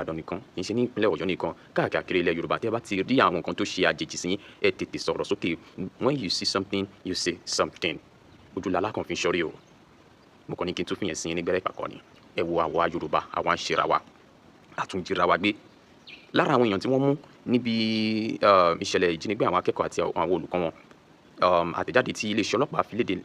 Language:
Yoruba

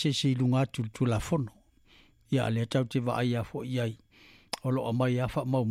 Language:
Samoan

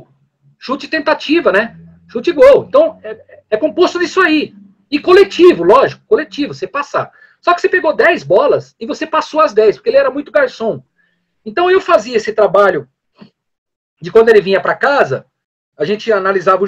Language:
Portuguese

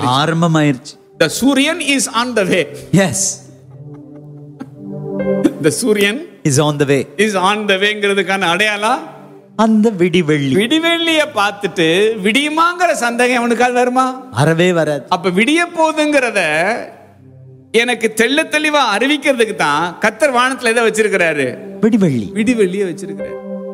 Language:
Tamil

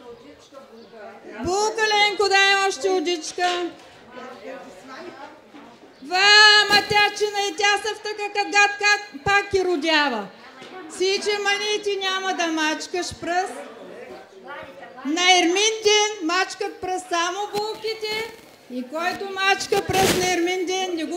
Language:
Bulgarian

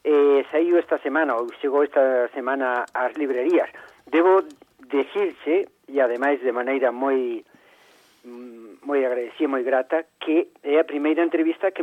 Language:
Galician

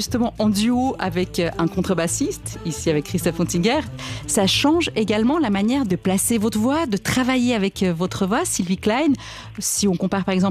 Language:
French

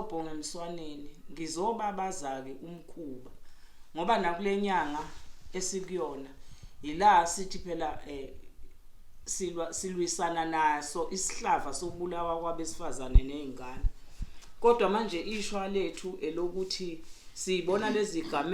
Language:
Zulu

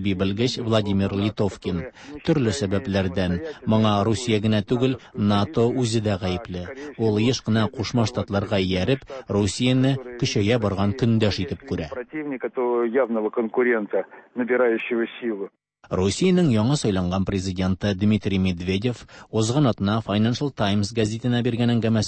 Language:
Tatar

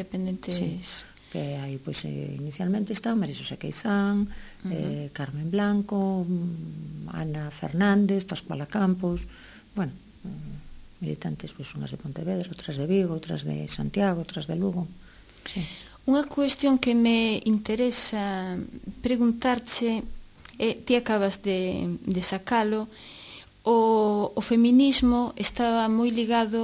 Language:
Galician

